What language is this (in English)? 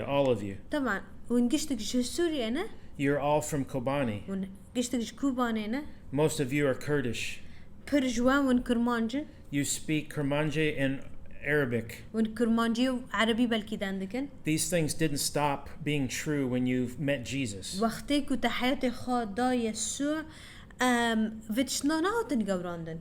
Kurdish